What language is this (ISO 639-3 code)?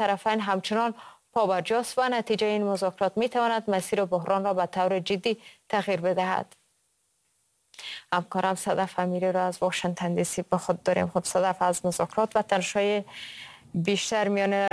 fas